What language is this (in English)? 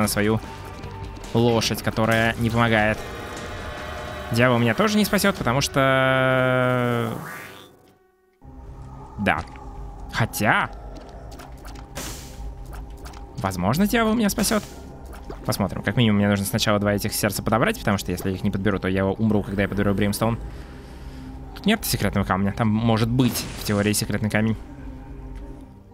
Russian